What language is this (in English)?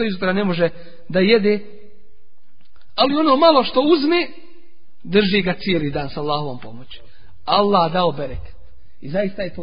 Bosnian